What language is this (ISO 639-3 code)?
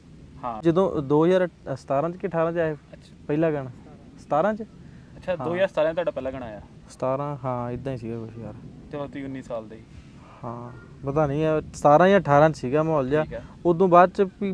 pan